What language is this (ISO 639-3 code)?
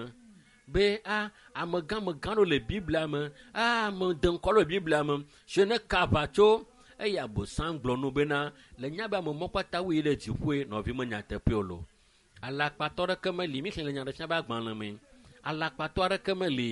ewe